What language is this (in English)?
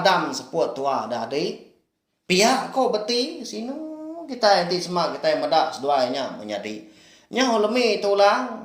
Iban